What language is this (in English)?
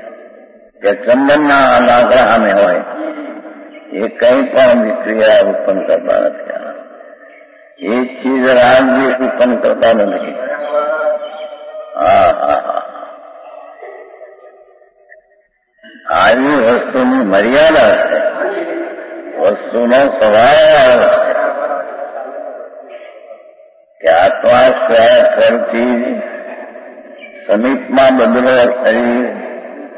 Gujarati